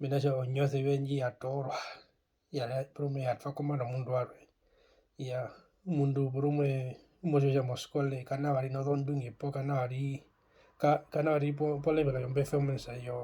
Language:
Herero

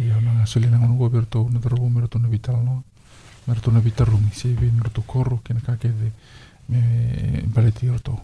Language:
Fijian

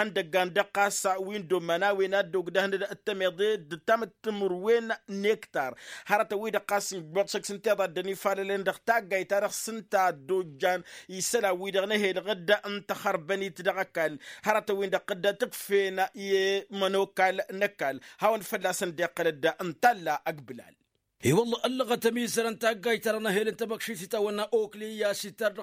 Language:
Tamasheq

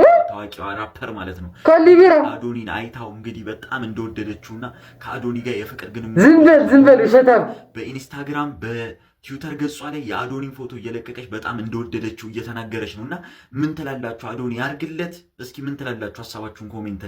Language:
Amharic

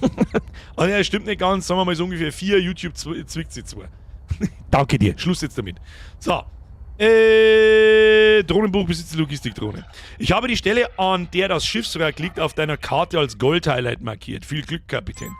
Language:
Bavarian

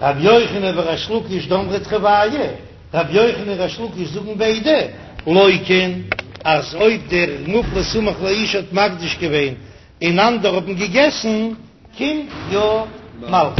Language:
Yiddish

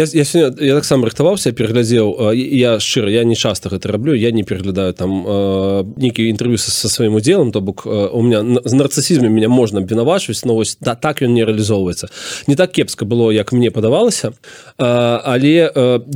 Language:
Belarusian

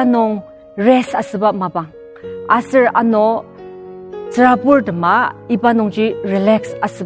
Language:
Ao Naga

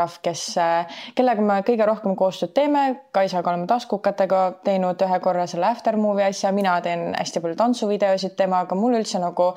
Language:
Estonian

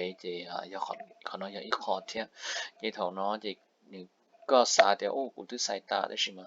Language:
Hmong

